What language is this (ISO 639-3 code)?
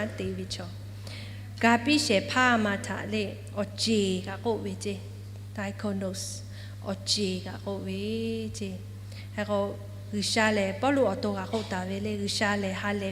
lhu